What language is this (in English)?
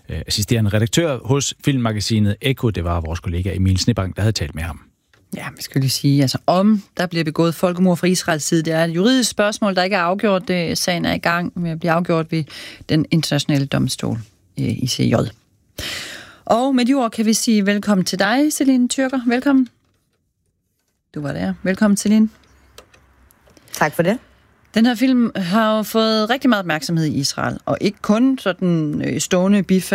Danish